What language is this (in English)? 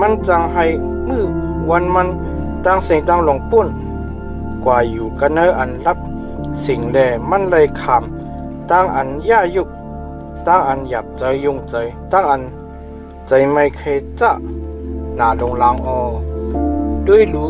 Shan